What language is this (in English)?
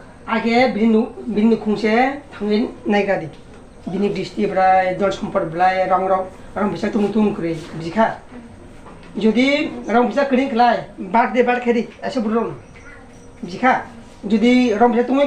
Kok Borok